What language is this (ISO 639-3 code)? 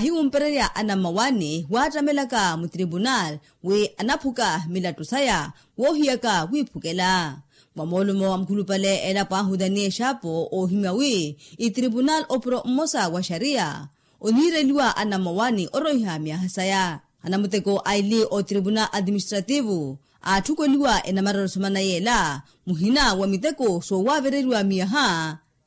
vmw